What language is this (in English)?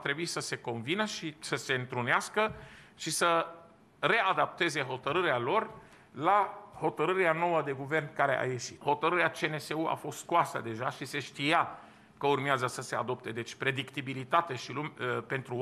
Romanian